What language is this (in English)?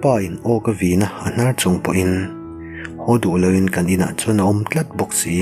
Mizo